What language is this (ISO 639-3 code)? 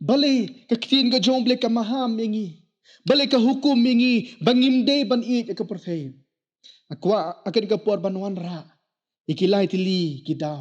kha